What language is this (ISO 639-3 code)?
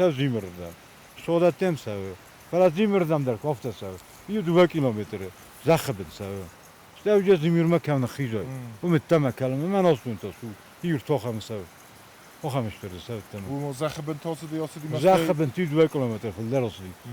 oss